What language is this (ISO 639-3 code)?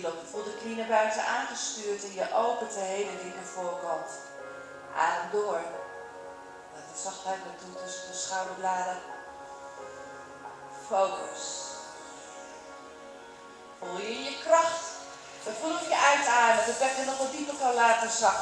nld